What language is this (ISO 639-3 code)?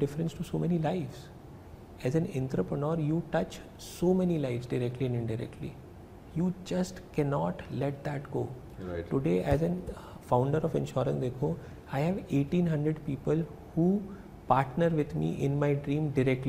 hin